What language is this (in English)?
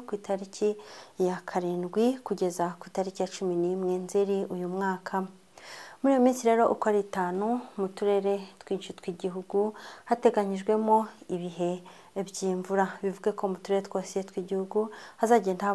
Kinyarwanda